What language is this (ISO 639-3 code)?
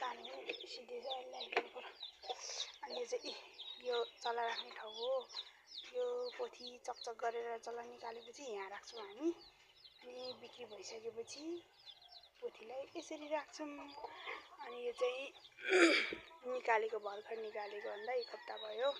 nep